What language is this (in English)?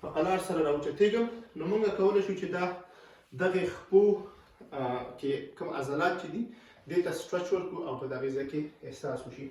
Pashto